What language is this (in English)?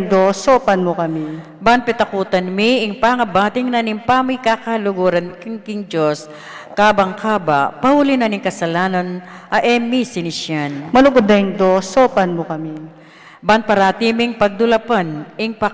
Pampanga